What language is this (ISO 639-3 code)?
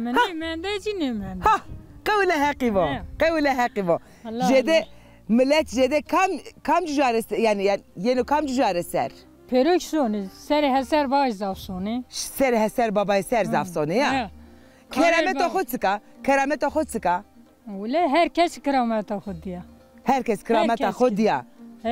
zza